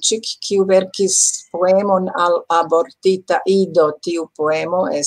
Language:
Esperanto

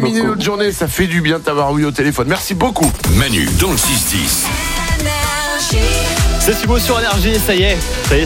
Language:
French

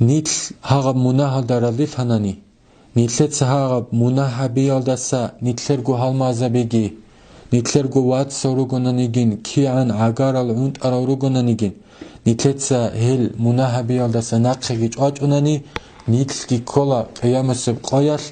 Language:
Avaric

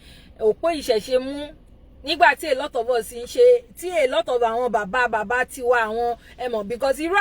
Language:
Yoruba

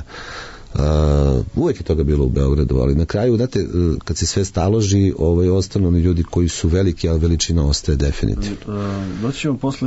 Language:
Serbian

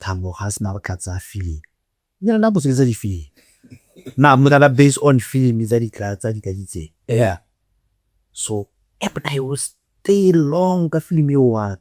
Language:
Tswana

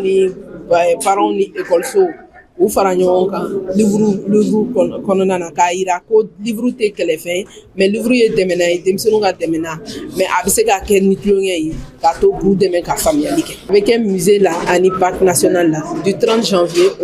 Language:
Bambara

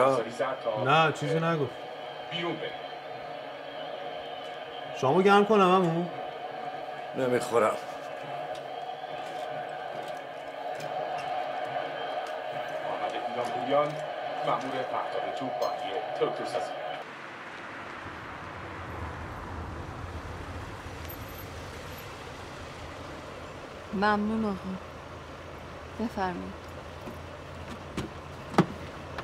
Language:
Persian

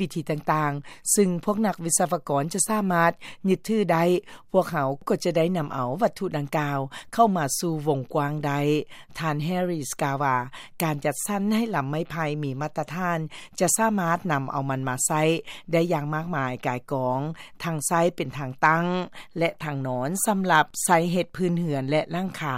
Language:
Lao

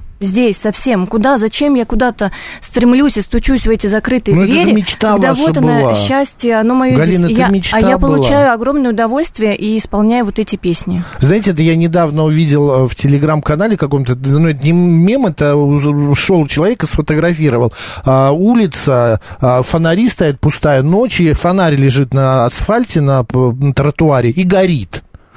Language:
Russian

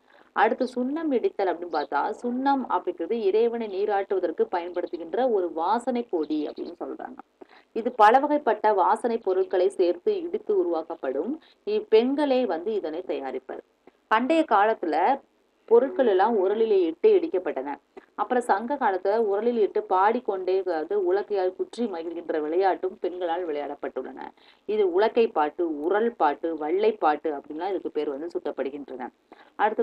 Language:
Tamil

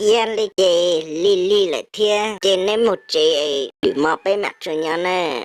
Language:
Hmong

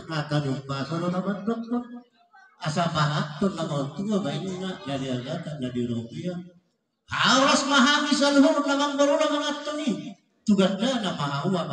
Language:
Batak Toba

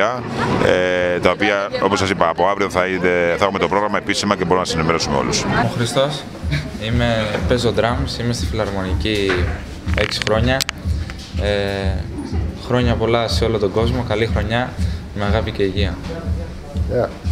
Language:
Greek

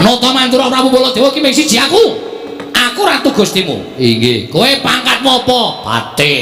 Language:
Javanese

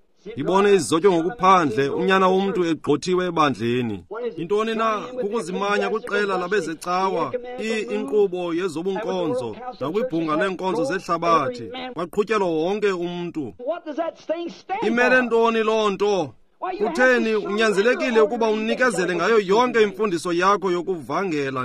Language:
Xhosa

